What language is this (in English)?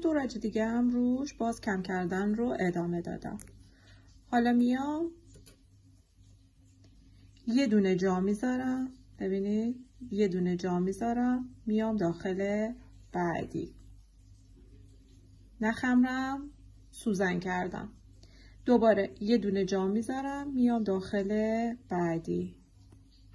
Persian